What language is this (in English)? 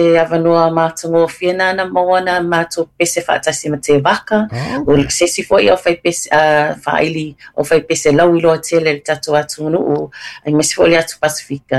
Samoan